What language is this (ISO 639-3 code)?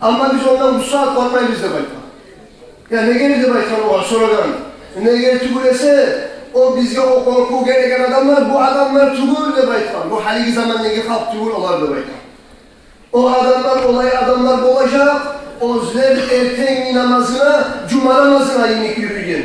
kum